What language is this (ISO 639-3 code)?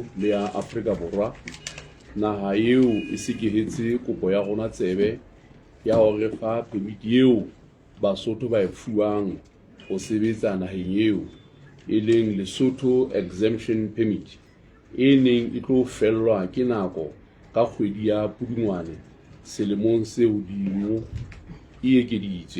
sot